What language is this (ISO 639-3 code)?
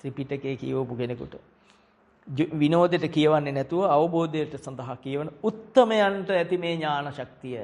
sin